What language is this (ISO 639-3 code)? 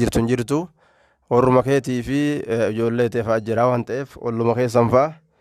orm